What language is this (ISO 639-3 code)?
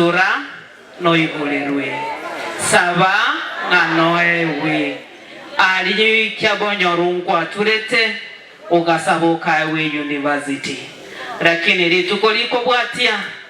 guz